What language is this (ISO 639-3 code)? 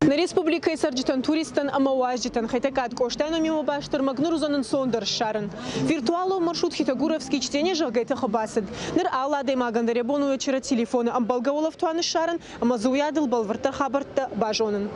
oss